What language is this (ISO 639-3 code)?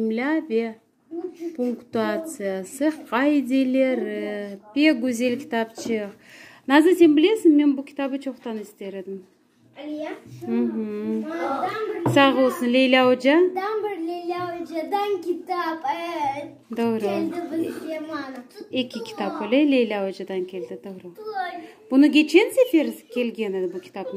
crh